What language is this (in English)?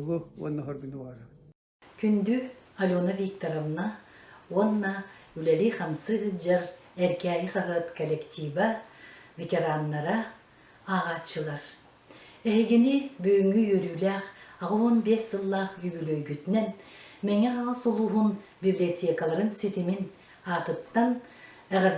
Yakut